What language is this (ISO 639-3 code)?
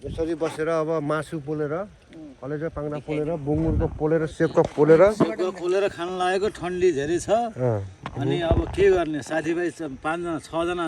nep